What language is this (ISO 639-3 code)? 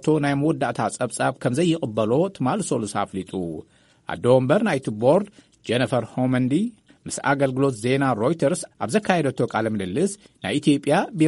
tir